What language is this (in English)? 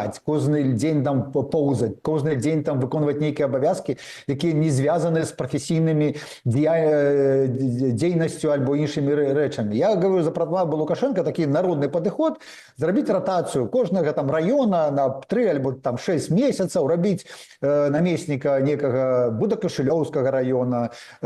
Belarusian